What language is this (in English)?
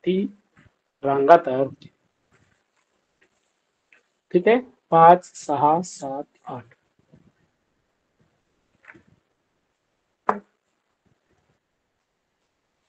Marathi